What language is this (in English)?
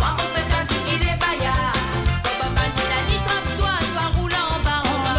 Morisyen